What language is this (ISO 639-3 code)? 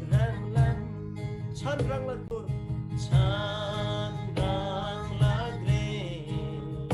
taj